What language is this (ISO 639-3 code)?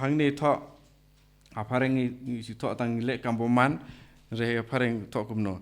kha